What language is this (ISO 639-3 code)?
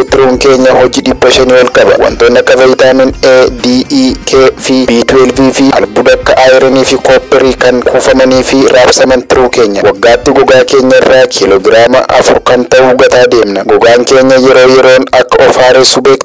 orm